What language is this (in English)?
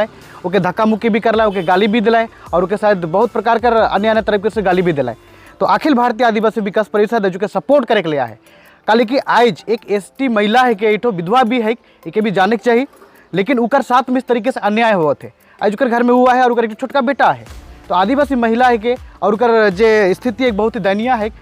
Sadri